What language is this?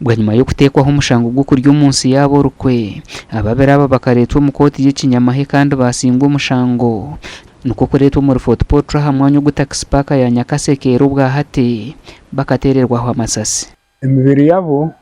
Nyankole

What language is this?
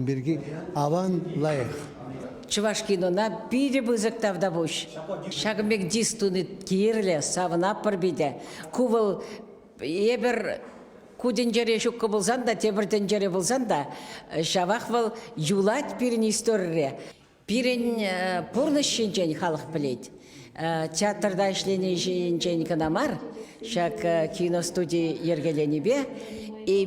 Chuvash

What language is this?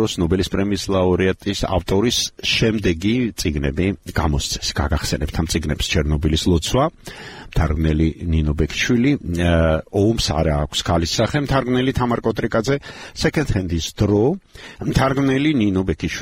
Georgian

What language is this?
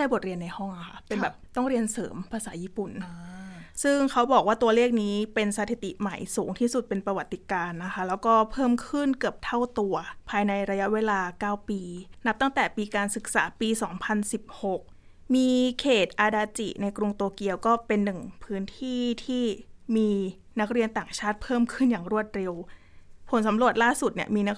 Thai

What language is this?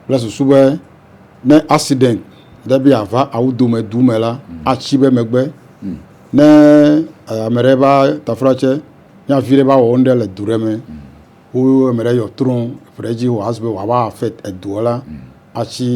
Ewe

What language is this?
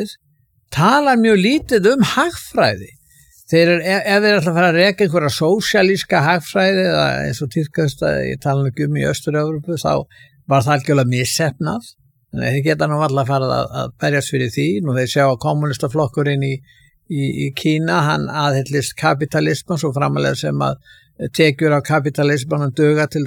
Icelandic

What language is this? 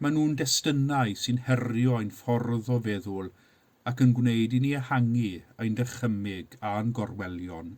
Welsh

